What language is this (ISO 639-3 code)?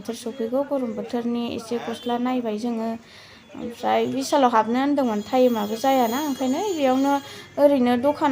brx